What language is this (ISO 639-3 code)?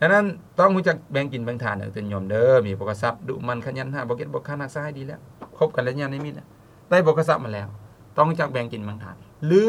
lao